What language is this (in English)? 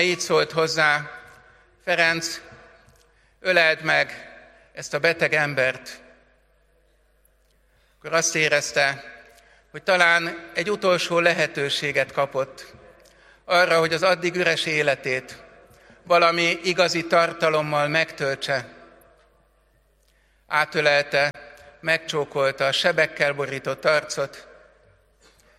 Hungarian